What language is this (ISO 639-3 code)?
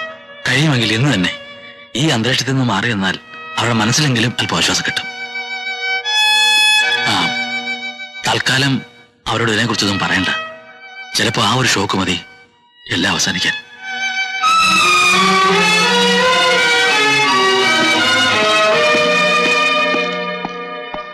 mal